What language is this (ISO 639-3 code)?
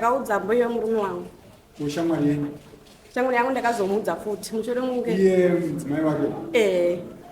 sna